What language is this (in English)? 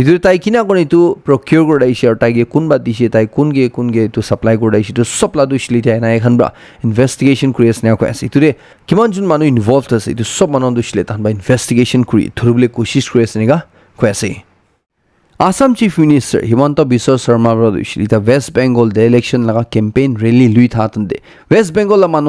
Naga Pidgin